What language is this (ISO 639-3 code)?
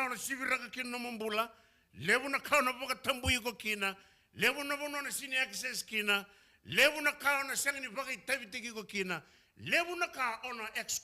fij